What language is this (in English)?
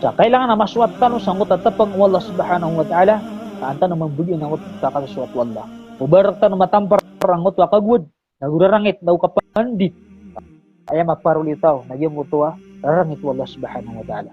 Maranao